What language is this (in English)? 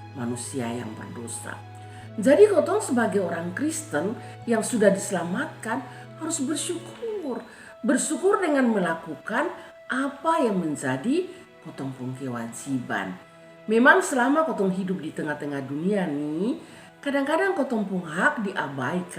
Kupang Malay